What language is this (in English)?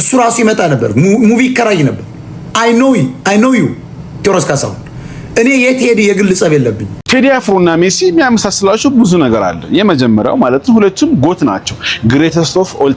Amharic